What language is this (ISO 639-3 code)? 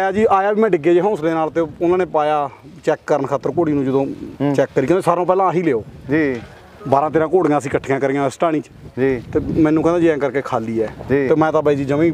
pan